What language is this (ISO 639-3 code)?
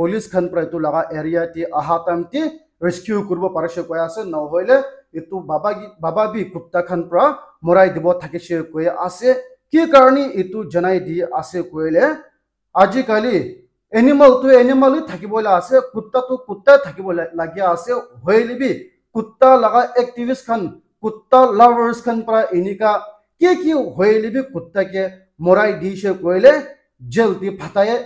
nag